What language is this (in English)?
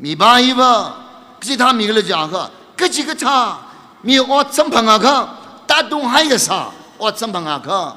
Tangkhul Naga (India)